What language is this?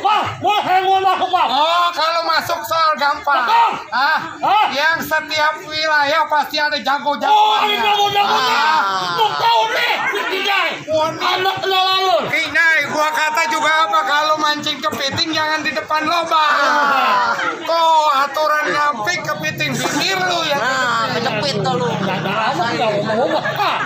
Betawi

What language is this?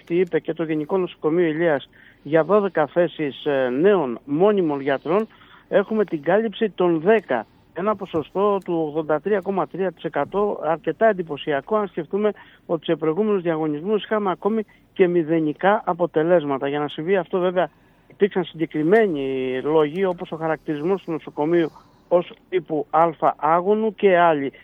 Greek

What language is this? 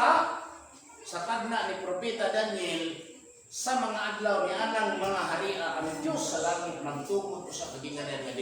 Cebuano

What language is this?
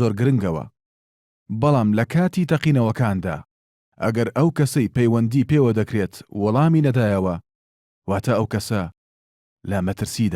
Central Kurdish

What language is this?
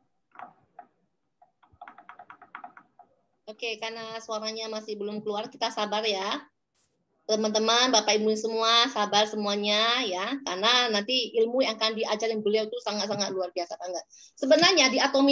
Indonesian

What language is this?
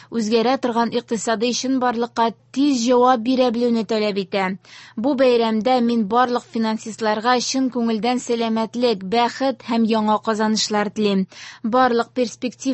Tatar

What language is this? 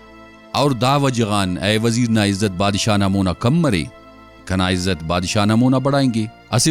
Brahui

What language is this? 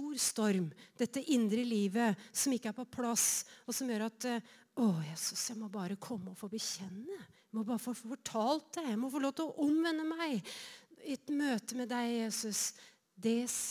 Norwegian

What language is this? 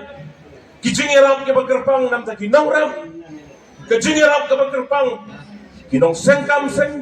Khasi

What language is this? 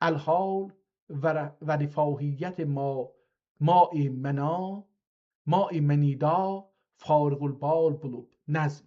South Azerbaijani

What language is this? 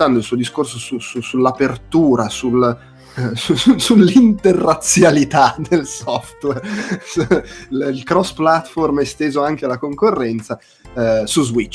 Italian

